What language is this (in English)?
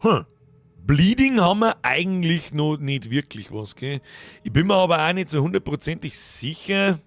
Bavarian